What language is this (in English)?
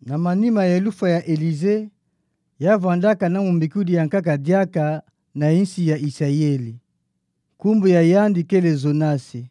Kituba (Democratic Republic of Congo)